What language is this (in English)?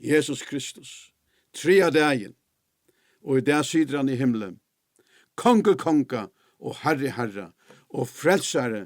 Faroese